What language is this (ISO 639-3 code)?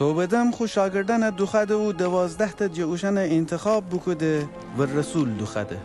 glk